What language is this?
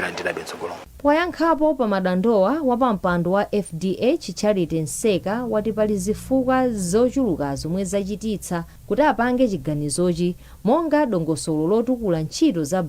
Nyanja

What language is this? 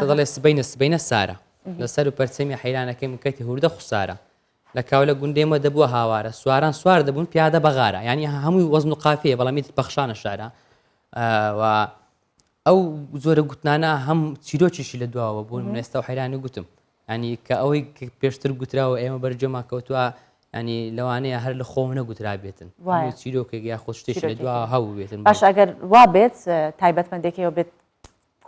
Central Kurdish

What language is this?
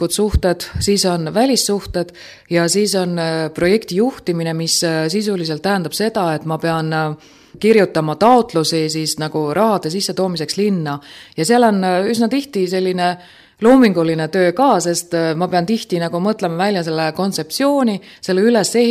Estonian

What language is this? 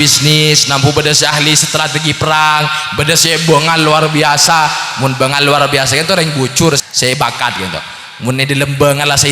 Madurese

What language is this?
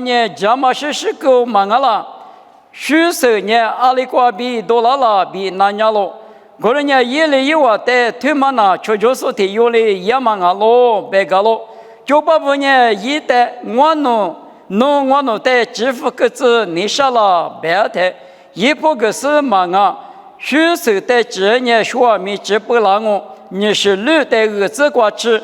Lisu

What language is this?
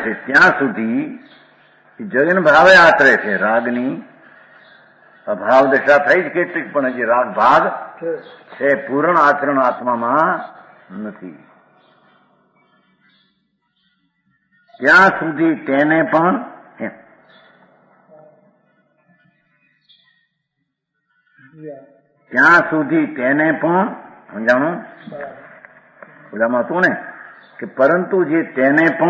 Gujarati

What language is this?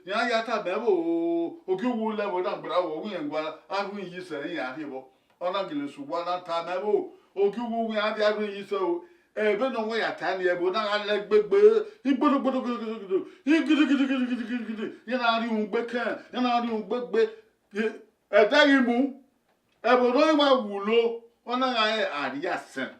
Bini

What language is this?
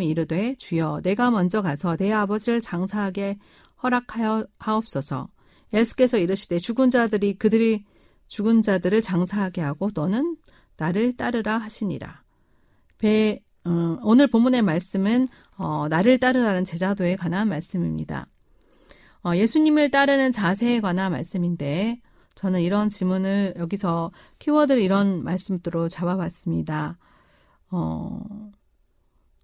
Korean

